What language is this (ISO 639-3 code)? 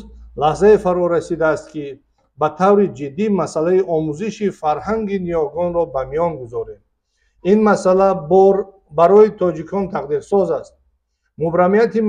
tgk